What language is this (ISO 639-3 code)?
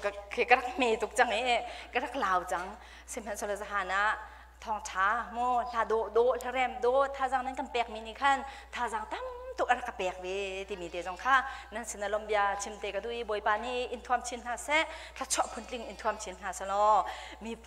cnh